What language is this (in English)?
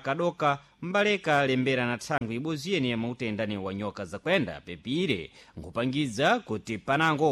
Sena